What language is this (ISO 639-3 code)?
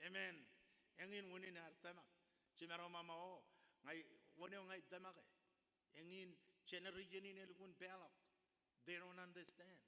mah